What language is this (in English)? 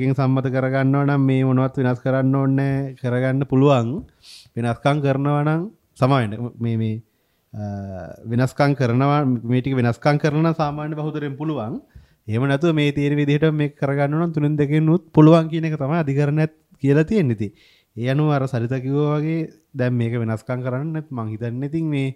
Sinhala